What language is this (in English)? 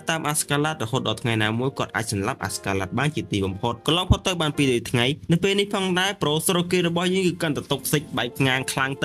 Khmer